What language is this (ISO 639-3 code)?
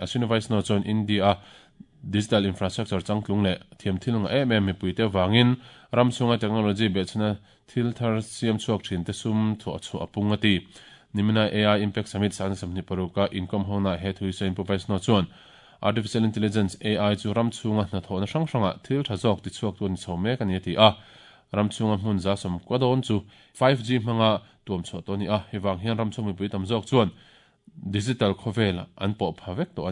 lus